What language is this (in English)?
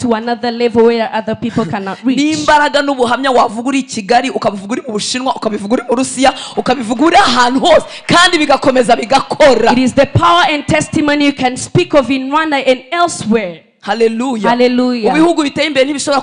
Kinyarwanda